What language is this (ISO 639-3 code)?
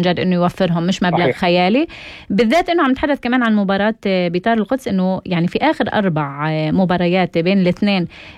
apc